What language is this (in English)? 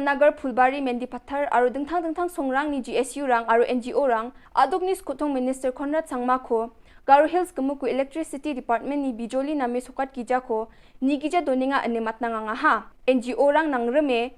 Garo